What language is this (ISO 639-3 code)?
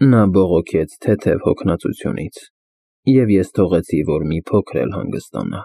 hye